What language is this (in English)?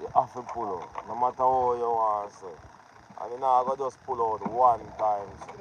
Jamaican Creole English